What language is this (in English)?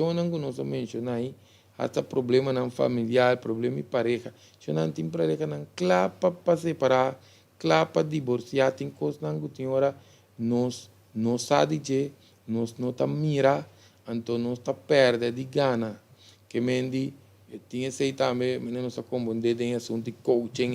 Papiamento